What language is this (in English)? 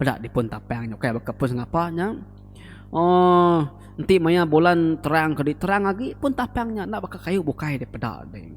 Iban